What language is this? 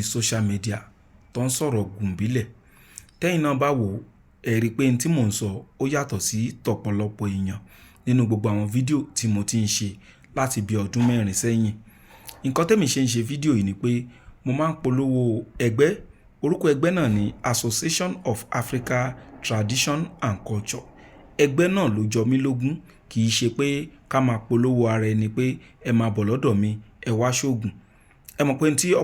Yoruba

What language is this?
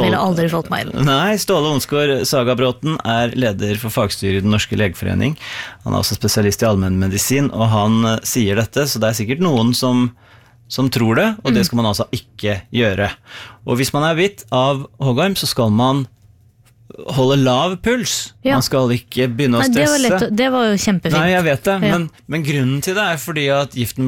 Norwegian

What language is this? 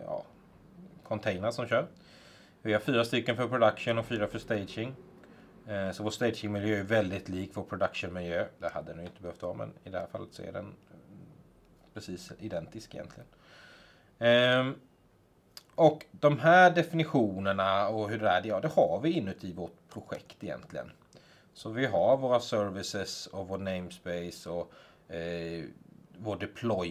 Swedish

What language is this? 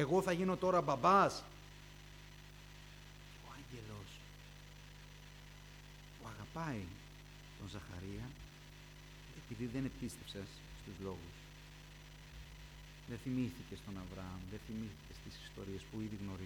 Greek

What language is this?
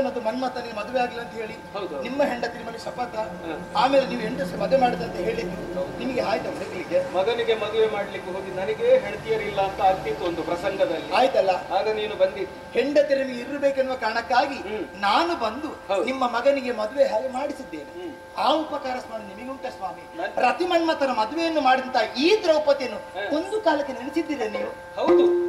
Kannada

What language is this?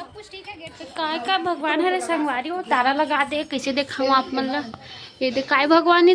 Chhattisgarhi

